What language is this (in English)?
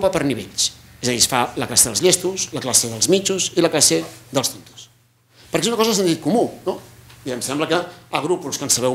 Catalan